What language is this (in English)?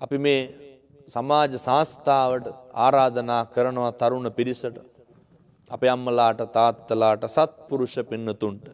Sinhala